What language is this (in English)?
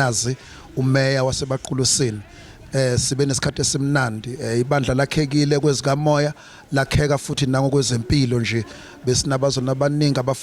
Zulu